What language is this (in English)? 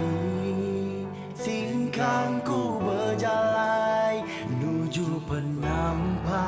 Iban